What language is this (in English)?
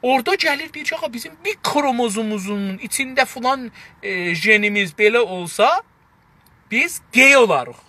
South Azerbaijani